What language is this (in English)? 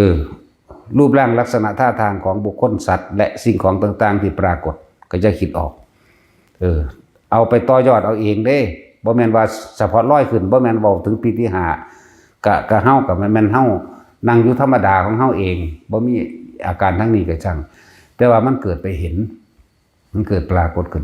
Northeastern Thai